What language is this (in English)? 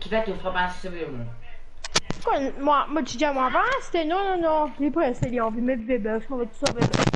Morisyen